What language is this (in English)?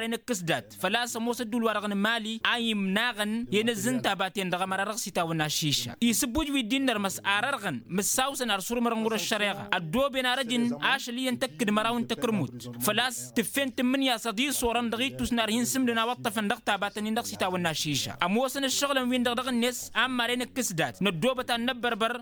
Tamasheq